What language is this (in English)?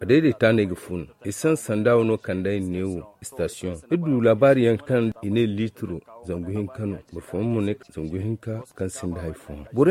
Zarma